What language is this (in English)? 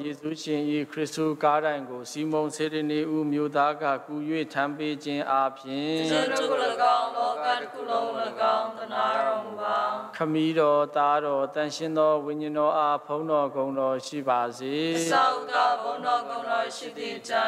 Burmese